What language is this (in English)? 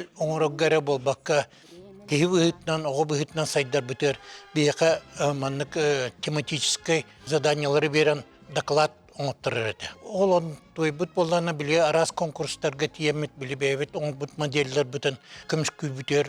Yakut